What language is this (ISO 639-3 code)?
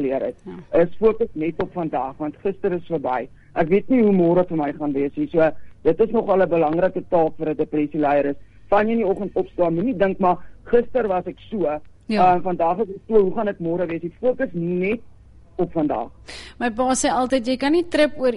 afr